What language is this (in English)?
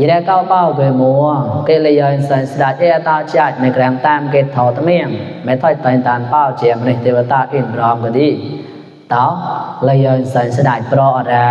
Mon